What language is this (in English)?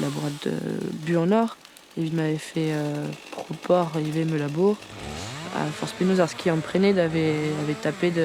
Breton